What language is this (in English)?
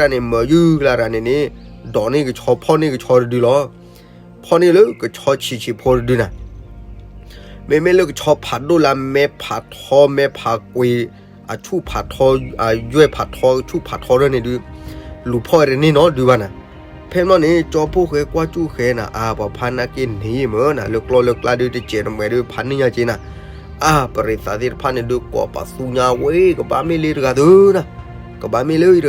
S'gaw Karen